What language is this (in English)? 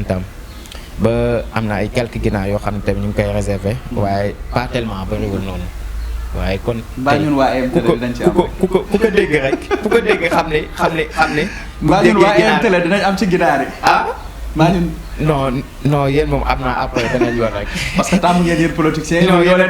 Wolof